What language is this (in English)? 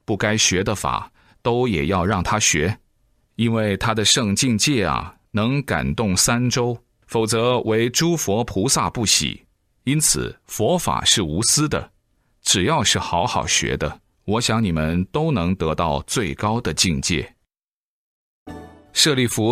Chinese